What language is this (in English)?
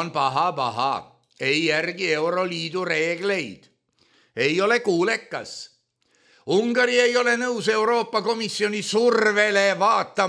Estonian